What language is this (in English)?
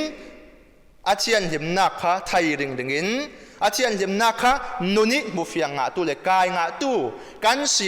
Falam Chin